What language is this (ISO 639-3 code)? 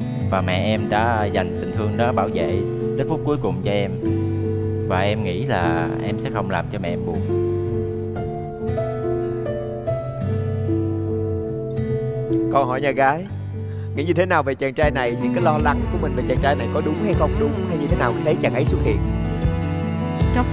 vie